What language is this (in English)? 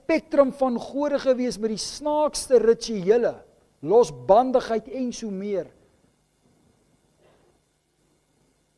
Afrikaans